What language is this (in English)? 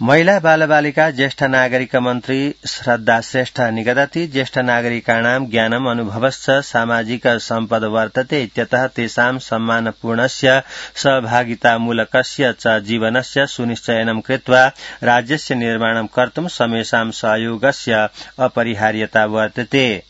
Sanskrit